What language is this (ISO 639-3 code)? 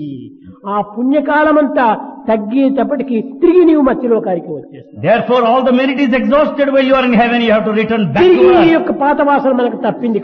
tel